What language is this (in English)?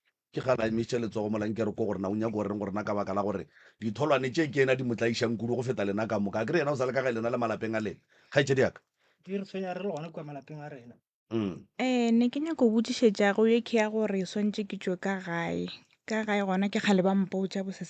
Northern Sotho